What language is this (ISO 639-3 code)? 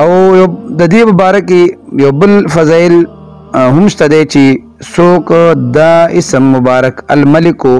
pus